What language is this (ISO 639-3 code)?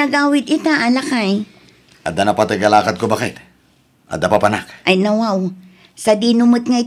ilo